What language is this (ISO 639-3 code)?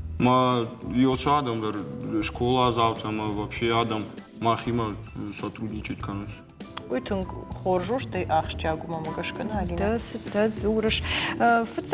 oss